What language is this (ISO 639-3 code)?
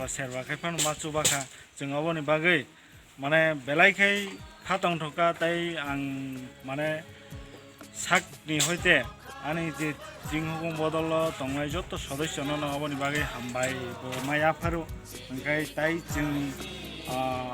trp